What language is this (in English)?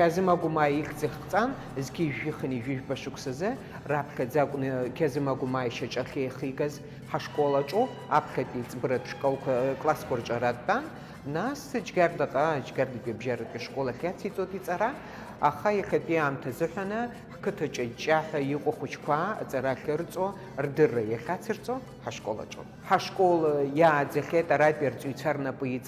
Abkhazian